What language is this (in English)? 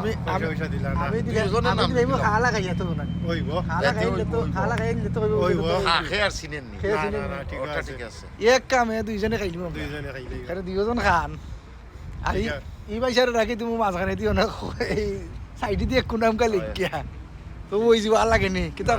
Sylheti